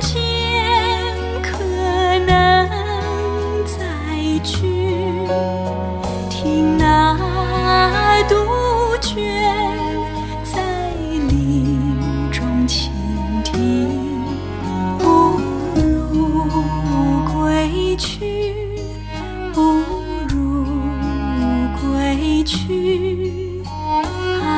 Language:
Chinese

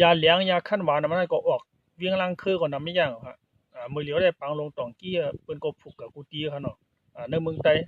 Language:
Shan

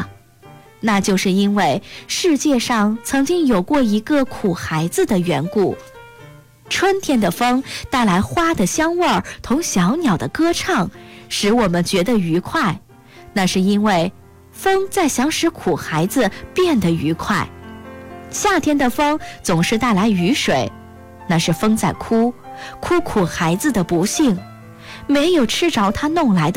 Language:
Chinese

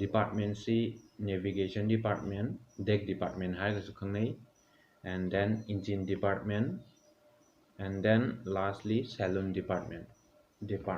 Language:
Manipuri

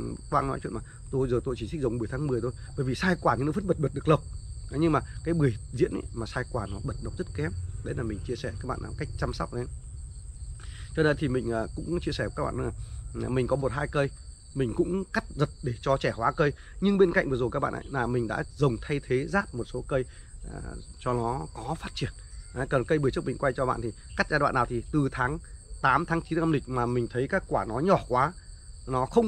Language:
Vietnamese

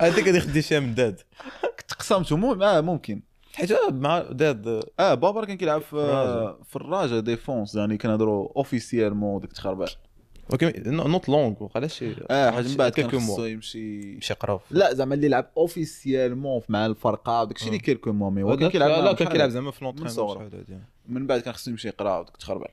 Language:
Moroccan Arabic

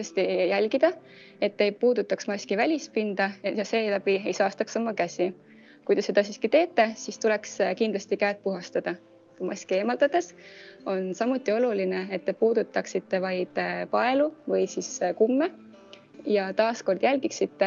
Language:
Estonian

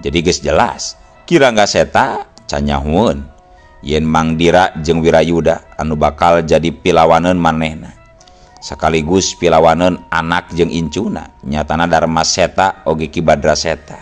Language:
Sundanese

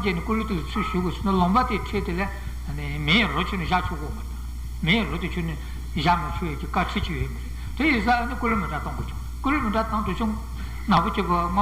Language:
Tibetan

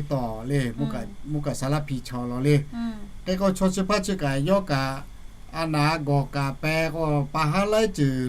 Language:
Lahu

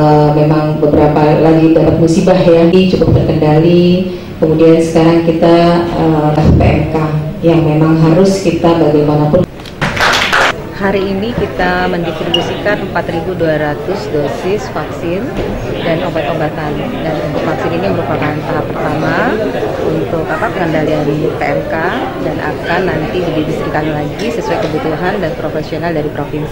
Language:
Indonesian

